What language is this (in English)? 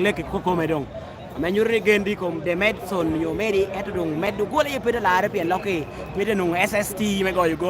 Lango (Uganda)